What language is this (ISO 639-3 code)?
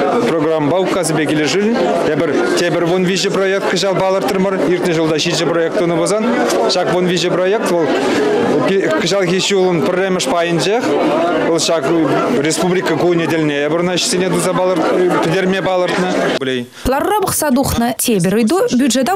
chv